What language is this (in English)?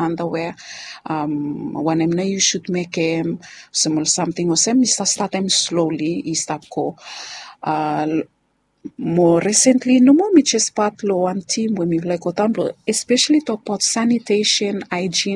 Bislama